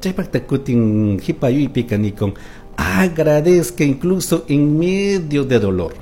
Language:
Chimborazo Highland Quichua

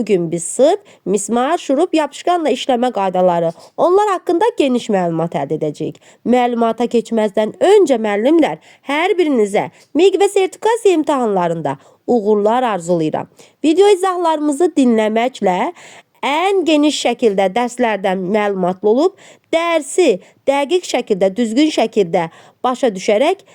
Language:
Azerbaijani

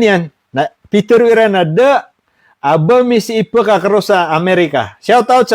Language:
Maranao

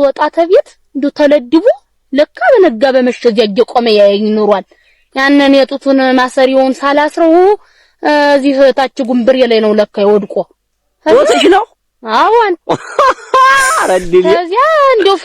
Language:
Amharic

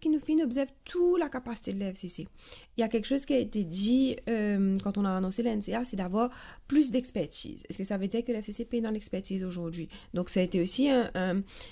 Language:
Morisyen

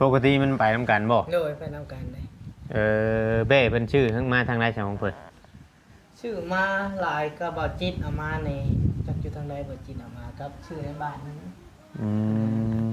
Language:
Northeastern Thai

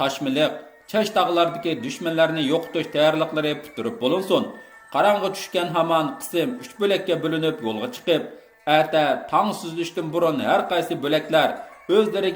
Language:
Uyghur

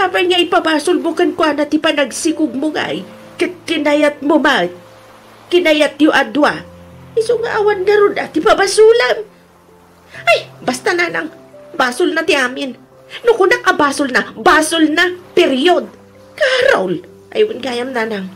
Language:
Iloko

